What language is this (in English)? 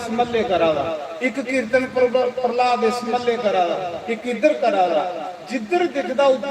Dogri